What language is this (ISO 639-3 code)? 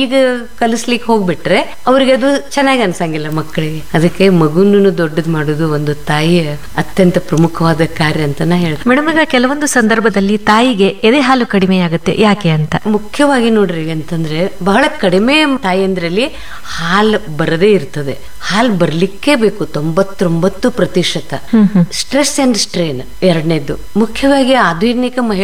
kan